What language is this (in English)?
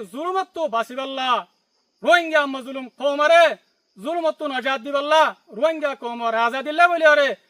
Rohingya